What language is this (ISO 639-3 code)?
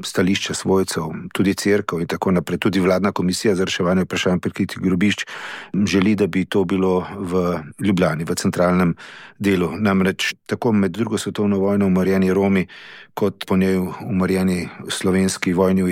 slv